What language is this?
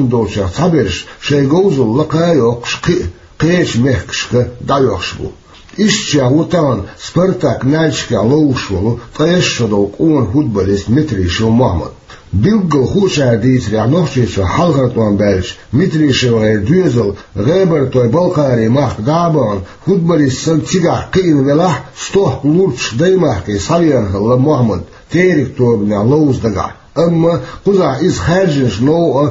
Chechen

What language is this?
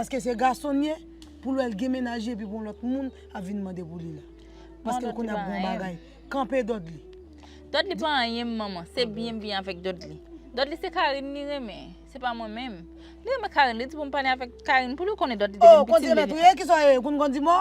Haitian Creole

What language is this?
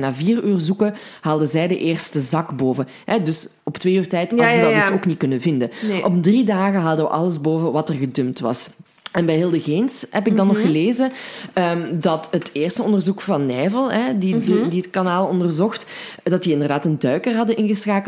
Dutch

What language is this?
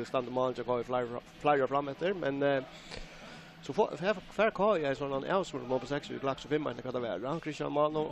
Faroese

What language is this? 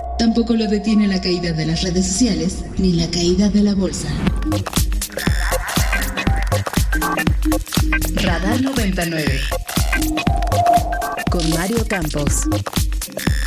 Spanish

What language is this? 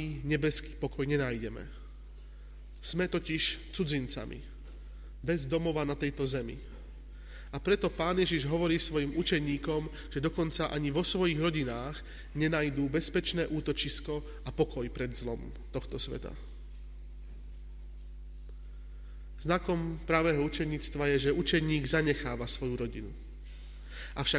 Slovak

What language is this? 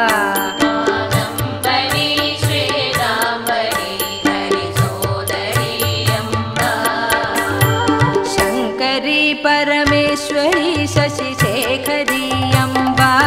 Malayalam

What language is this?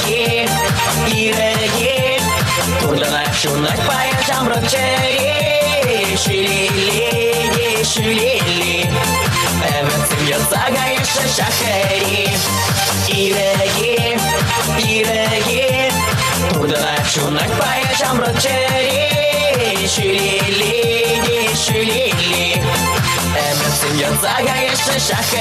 Chuvash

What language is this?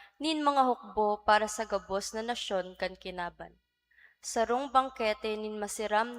Bikol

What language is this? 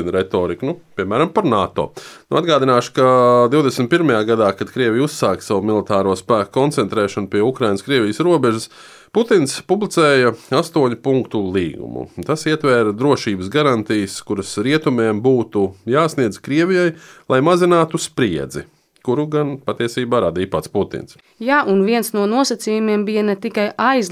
Latvian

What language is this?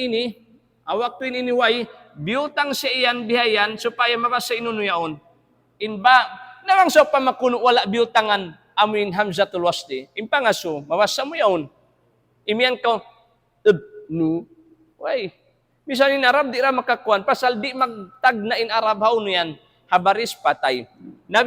Tausug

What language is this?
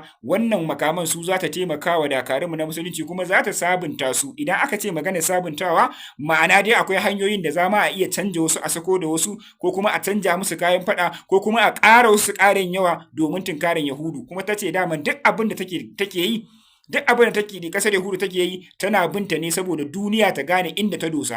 Hausa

